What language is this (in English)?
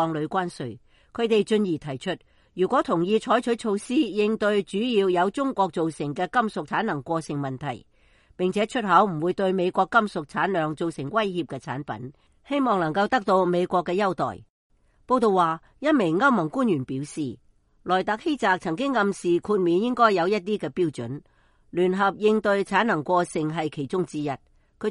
Cantonese